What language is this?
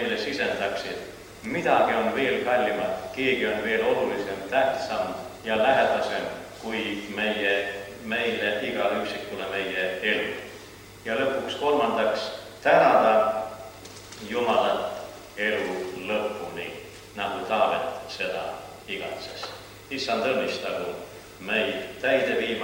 Estonian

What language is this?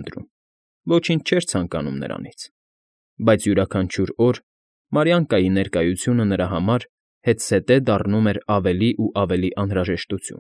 Armenian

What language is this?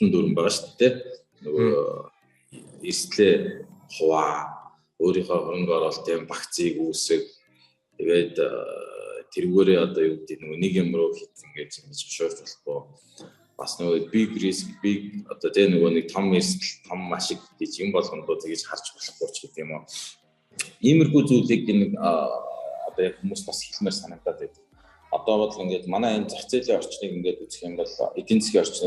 Mongolian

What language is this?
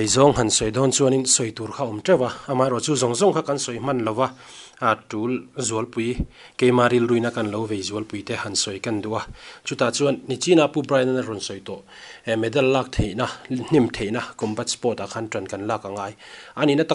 Mizo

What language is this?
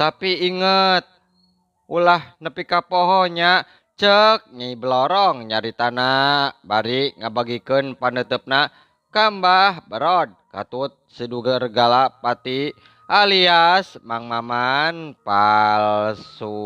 Sundanese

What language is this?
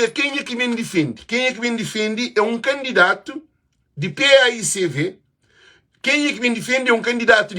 Kabuverdianu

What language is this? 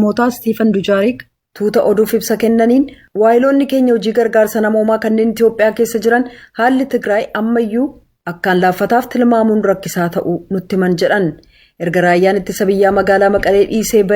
Oromo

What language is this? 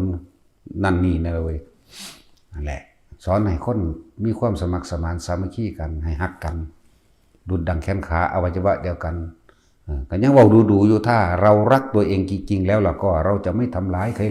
Northeastern Thai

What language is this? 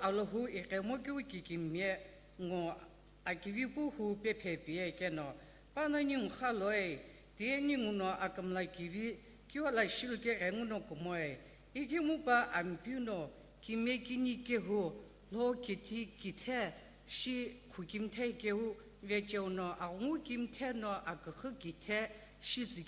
Sumi Naga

